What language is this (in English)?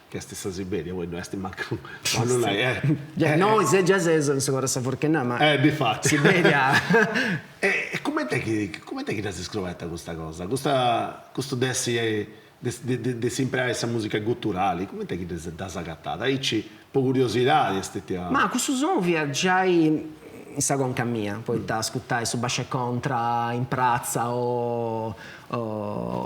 Sardinian